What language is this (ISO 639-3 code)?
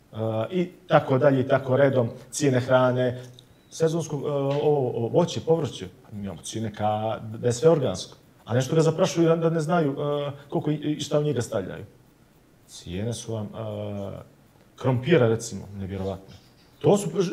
bos